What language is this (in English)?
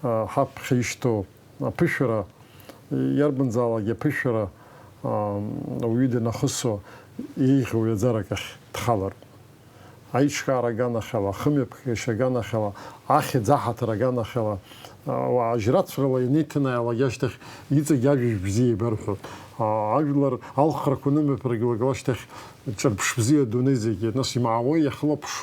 Abkhazian